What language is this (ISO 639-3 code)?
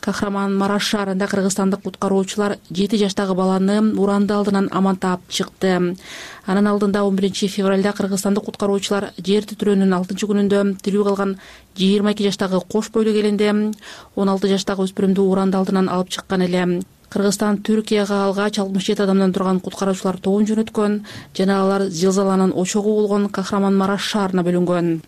kir